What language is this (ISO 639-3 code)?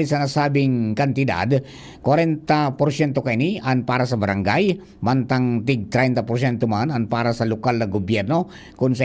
bik